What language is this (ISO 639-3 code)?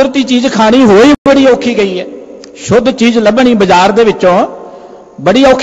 pan